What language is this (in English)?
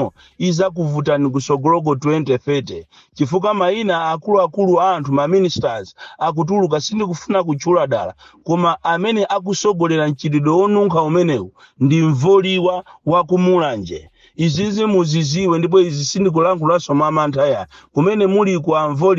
Nyanja